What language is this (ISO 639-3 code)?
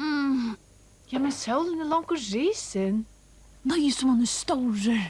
fao